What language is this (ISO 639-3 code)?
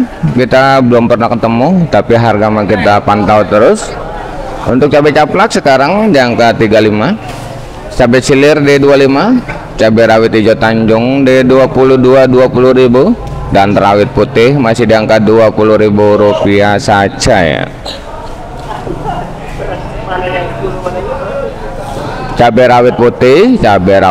ind